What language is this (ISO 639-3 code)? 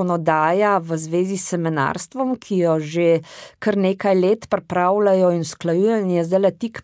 slv